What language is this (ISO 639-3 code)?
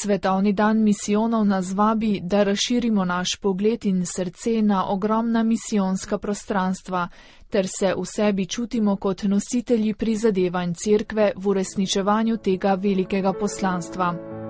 slv